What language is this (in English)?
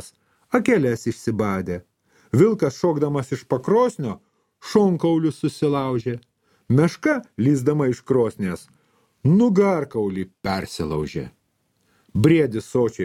Lithuanian